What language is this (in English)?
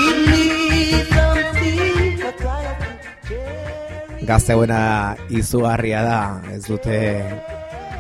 Basque